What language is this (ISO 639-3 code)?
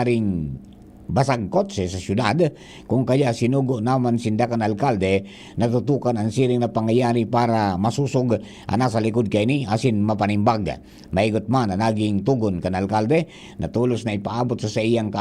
bik